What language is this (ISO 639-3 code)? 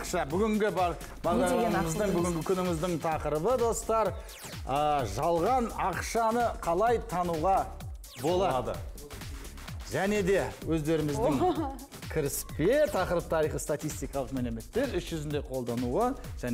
kaz